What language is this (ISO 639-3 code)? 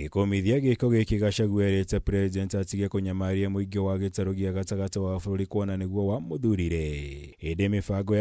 kik